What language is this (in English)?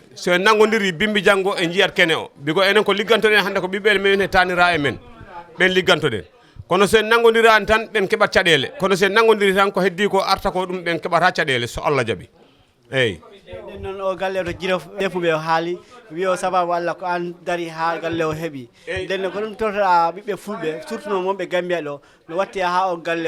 Fula